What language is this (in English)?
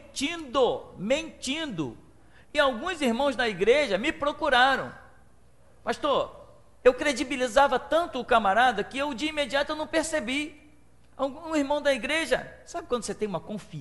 Portuguese